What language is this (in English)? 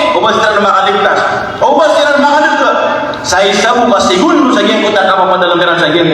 Maranao